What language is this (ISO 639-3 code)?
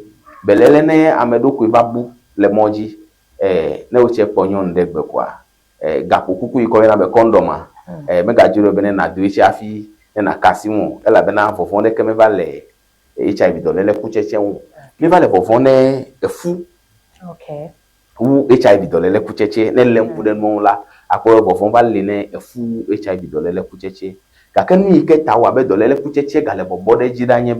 ewe